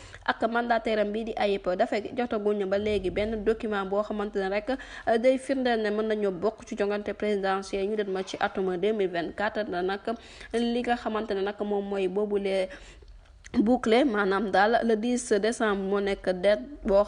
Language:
Wolof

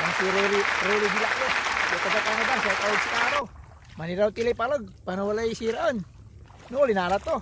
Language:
Pangasinan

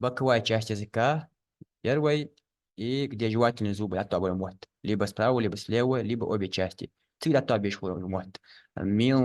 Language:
Ingush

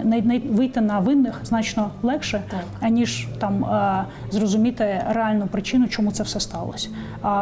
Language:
Ukrainian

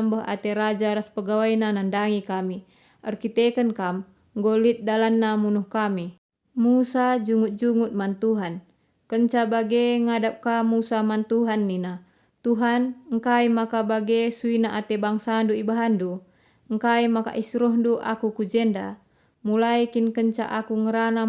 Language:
Batak Karo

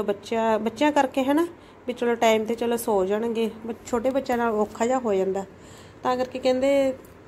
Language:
Punjabi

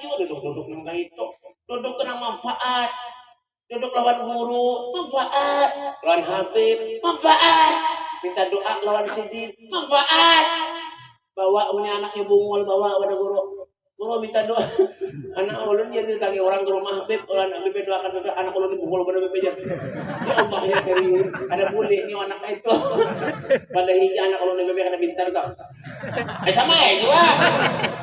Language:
Banjar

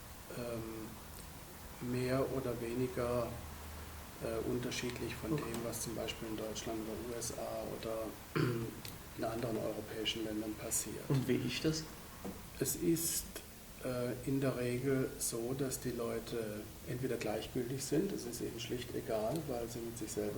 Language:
Swiss German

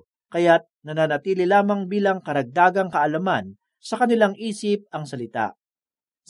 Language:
Filipino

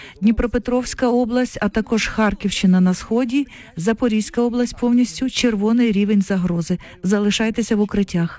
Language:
Ukrainian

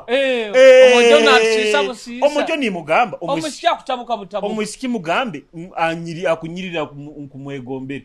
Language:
Nyoro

